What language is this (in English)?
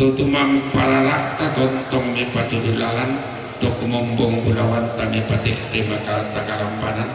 Toraja-Sa'dan